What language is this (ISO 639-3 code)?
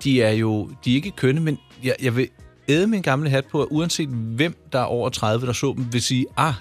dan